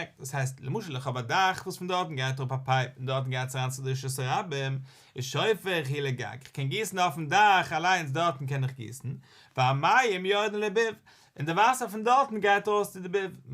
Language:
Yiddish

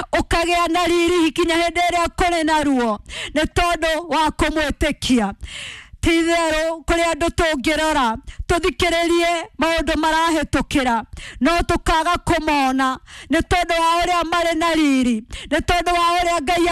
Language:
Kikuyu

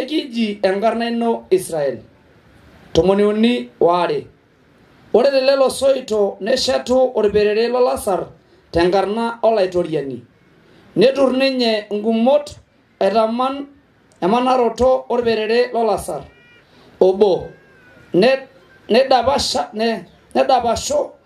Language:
Masai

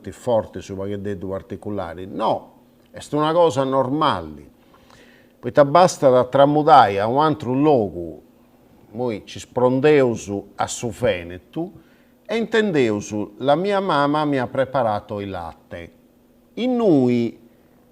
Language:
Sardinian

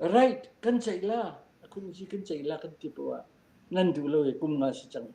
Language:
Falam Chin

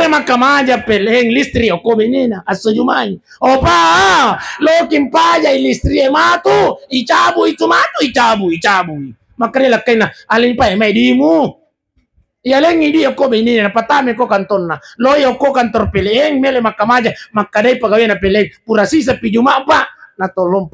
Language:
Buginese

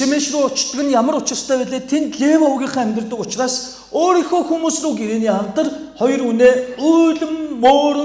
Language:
Mongolian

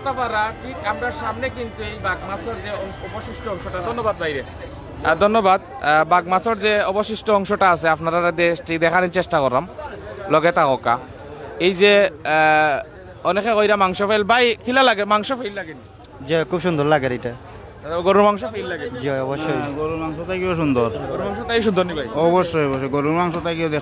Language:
Sylheti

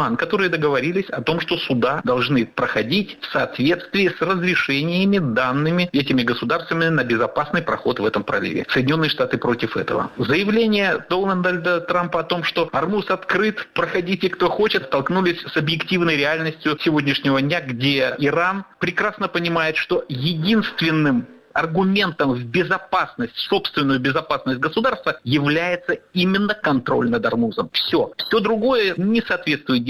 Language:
Russian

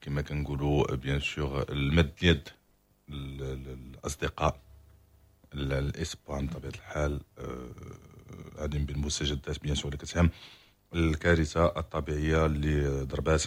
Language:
Moroccan Arabic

